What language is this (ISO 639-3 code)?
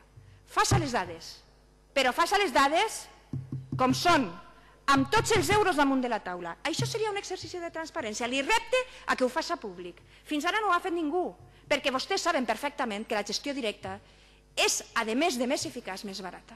cat